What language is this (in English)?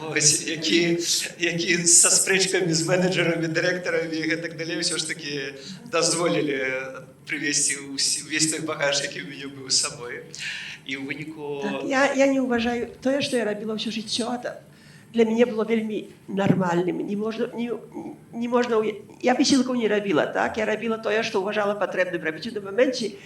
Belarusian